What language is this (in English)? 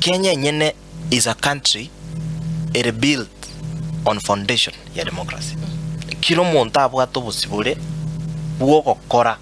Gusii